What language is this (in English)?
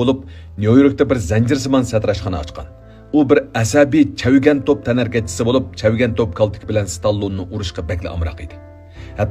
Uyghur